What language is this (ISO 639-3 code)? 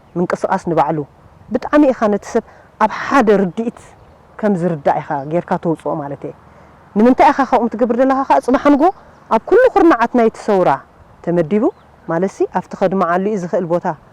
tir